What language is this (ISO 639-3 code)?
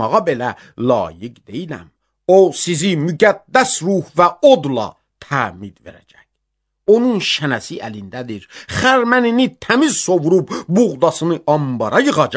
aze